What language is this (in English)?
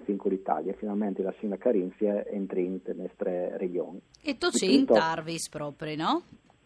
Friulian